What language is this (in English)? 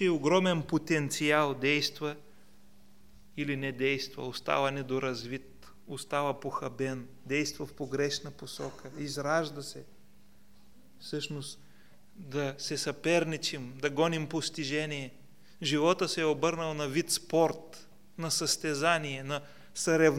Bulgarian